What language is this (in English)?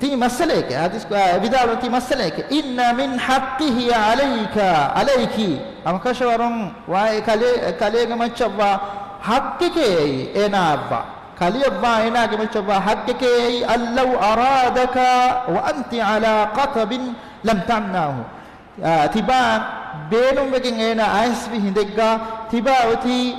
Divehi